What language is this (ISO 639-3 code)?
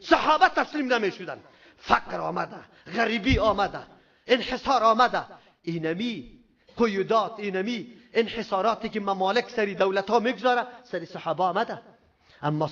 fas